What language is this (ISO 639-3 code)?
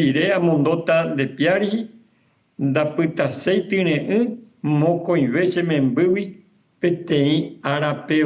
grn